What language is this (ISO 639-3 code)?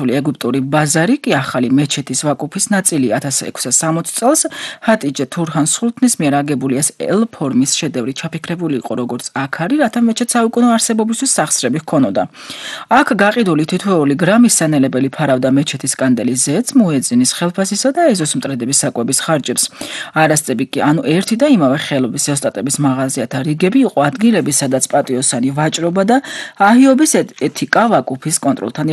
kat